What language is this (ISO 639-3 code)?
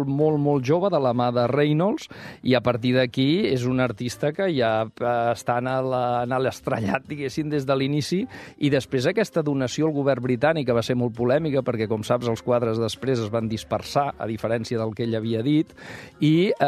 cat